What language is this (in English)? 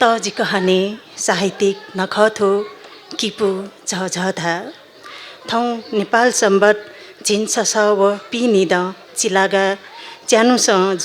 Newari